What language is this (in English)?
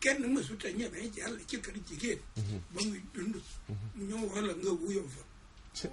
Wolof